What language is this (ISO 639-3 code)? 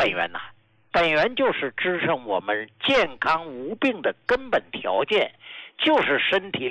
zho